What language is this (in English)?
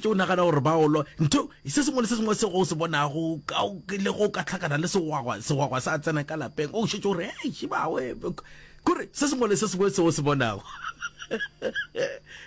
Northern Sotho